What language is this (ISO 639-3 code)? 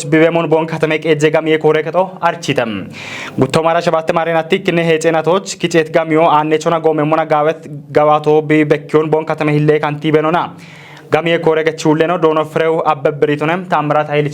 kbr